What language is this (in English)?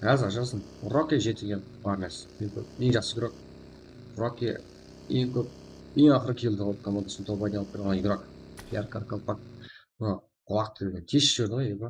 Kara-Kalpak